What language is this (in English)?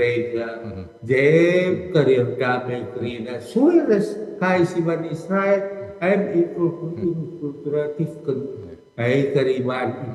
Batak Karo